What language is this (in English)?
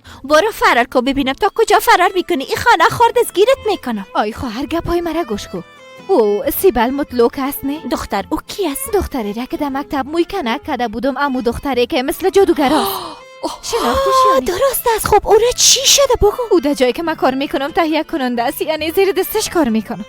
Persian